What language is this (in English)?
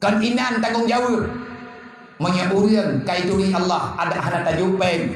Achinese